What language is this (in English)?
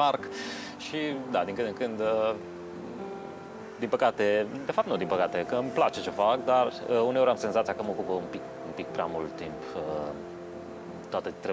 Romanian